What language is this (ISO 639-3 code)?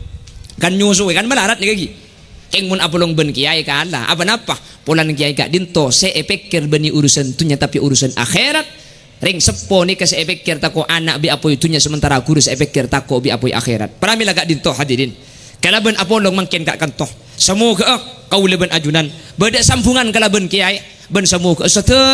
mad